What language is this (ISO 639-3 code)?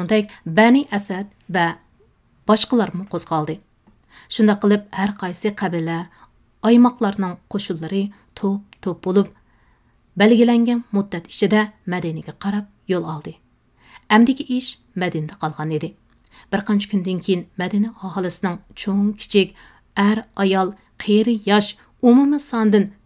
uig